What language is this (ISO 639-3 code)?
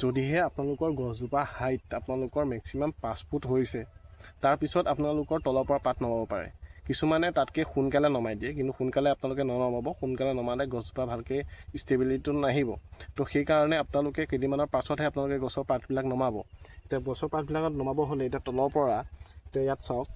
asm